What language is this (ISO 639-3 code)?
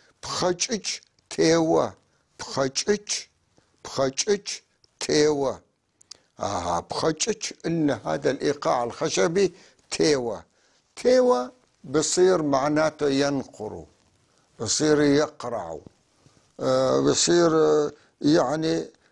apc